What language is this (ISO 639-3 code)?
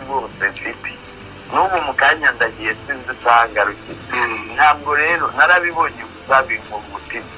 kin